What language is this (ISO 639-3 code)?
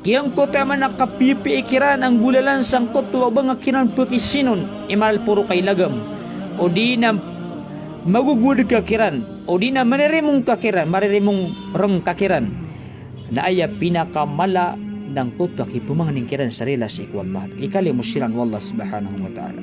mrw